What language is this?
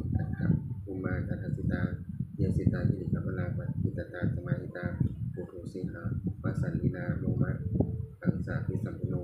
Pali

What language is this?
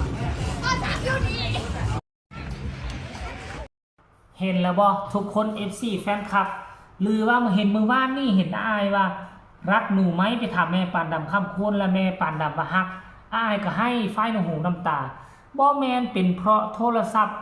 Northeastern Thai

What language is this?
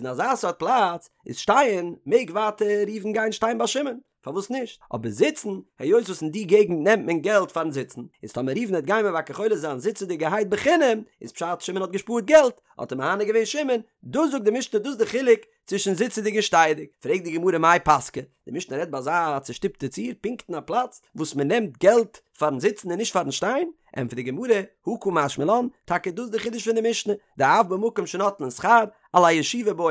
Yiddish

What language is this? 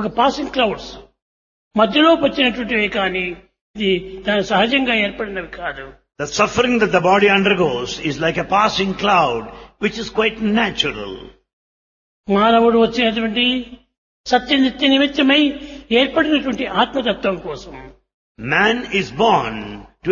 Telugu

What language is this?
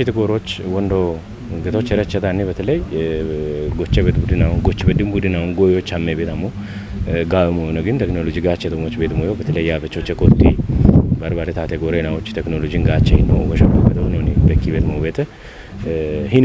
Kafa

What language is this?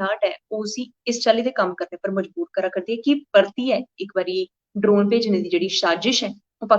Dogri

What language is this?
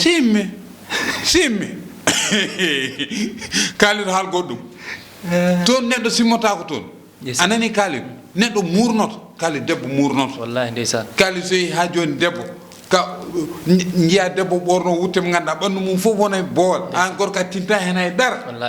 Fula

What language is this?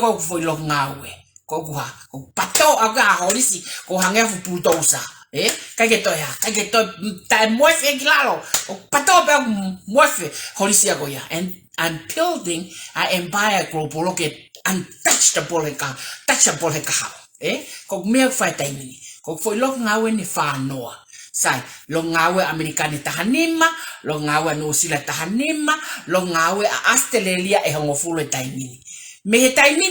Tongan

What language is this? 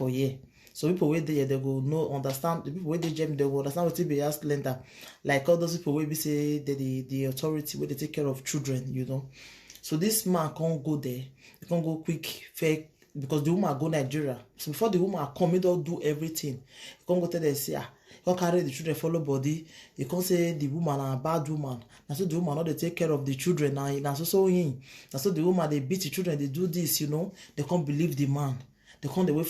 Nigerian Pidgin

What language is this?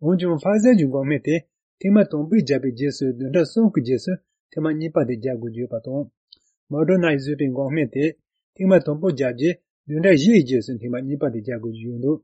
Tibetan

